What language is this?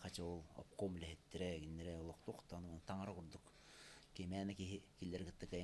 Yakut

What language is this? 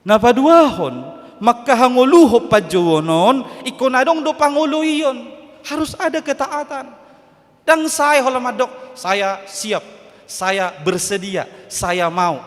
Batak Toba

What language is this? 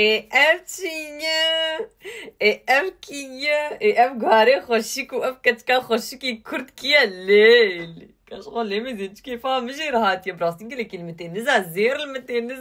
Kurdish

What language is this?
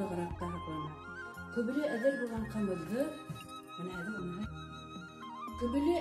Bashkir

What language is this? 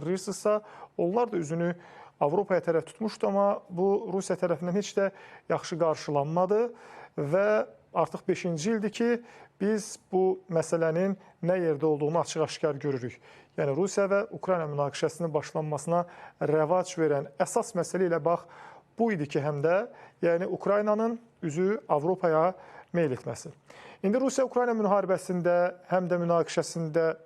Azerbaijani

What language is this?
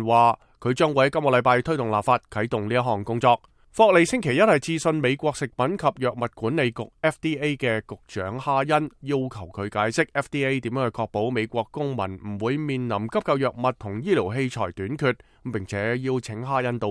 Cantonese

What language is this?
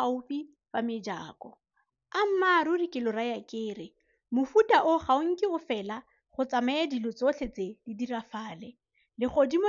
Tswana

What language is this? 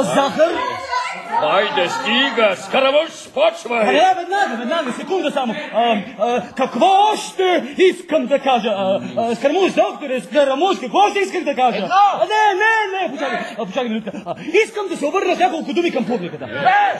Bulgarian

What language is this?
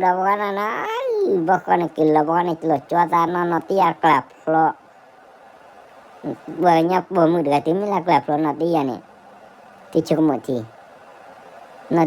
S'gaw Karen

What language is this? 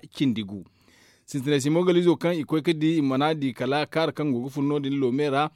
Zarma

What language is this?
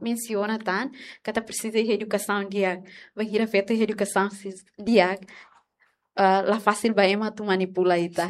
Tetum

